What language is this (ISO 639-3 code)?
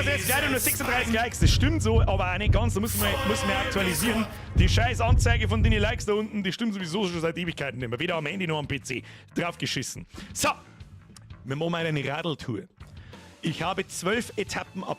bar